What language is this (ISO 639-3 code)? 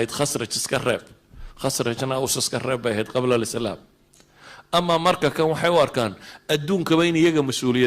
som